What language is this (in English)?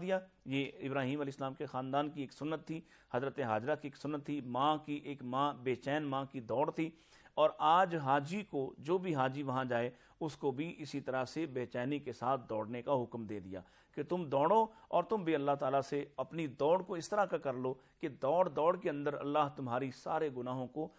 Urdu